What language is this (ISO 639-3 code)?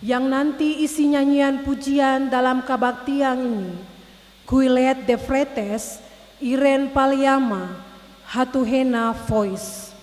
abs